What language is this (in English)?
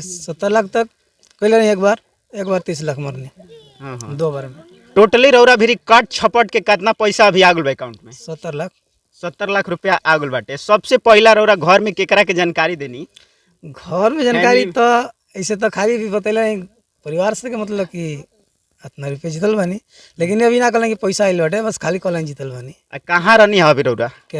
Bhojpuri